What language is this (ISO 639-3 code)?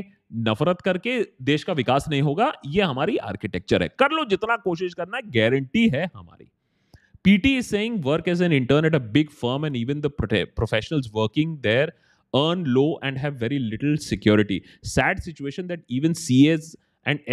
hin